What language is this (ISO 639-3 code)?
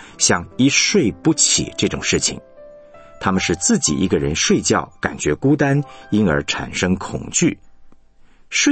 zho